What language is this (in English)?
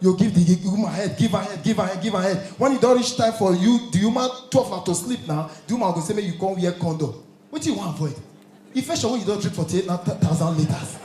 Nigerian Pidgin